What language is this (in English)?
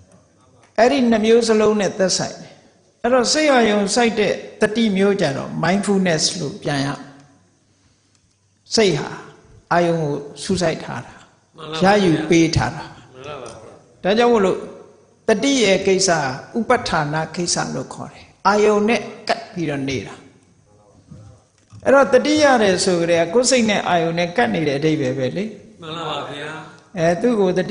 Burmese